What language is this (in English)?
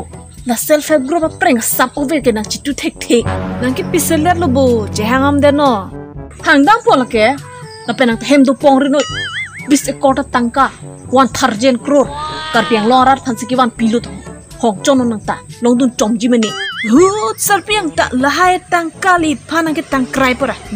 Karbi